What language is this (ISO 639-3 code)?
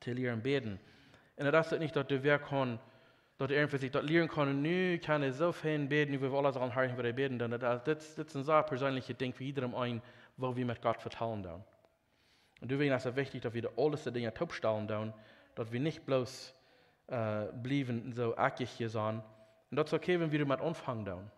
pdt